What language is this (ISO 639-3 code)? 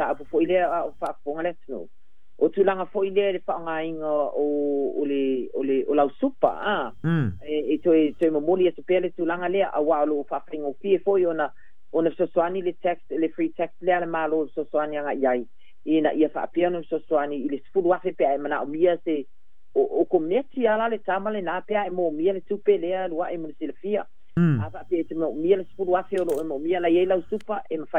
smo